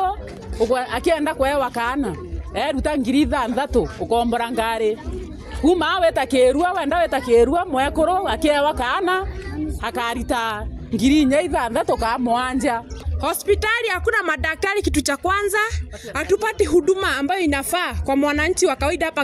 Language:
Meru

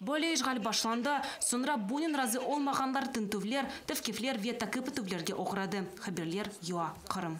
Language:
Crimean Tatar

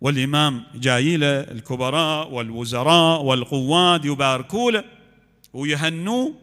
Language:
Mesopotamian Arabic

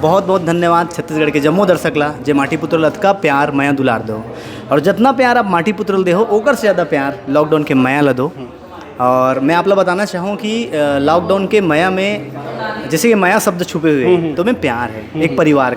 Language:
Chhattisgarhi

